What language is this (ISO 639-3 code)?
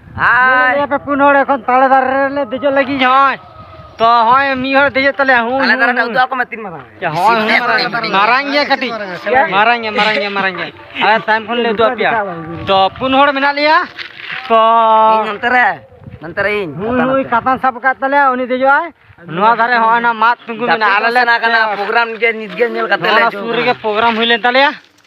sat